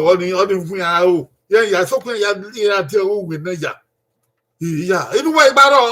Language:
Bini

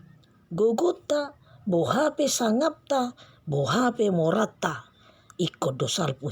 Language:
Batak Toba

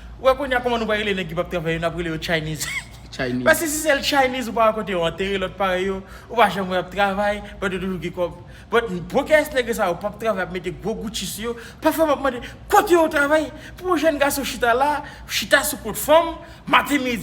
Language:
Haitian Creole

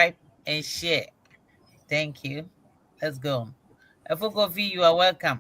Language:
Ewe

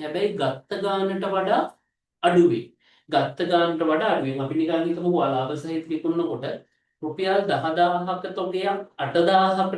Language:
Sinhala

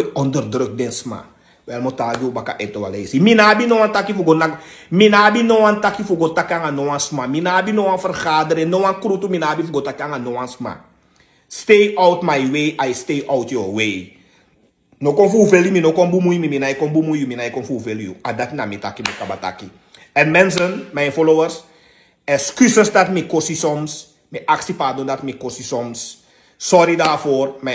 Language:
Sranan Tongo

